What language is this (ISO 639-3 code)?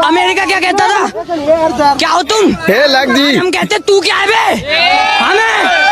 hne